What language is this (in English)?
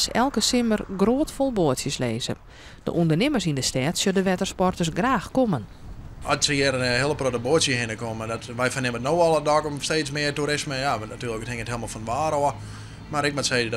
Western Frisian